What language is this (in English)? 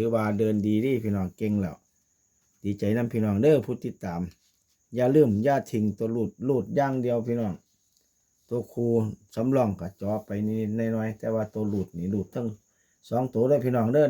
Northeastern Thai